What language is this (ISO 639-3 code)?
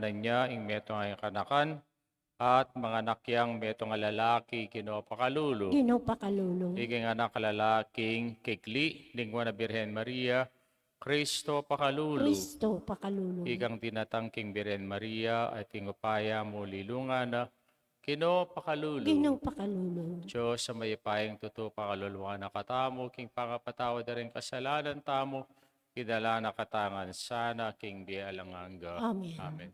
pam